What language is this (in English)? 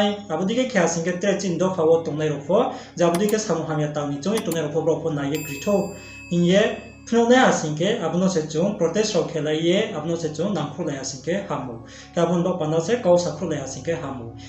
Riang (India)